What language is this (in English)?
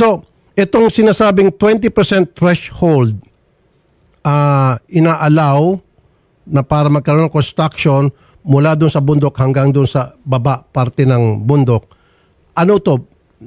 Filipino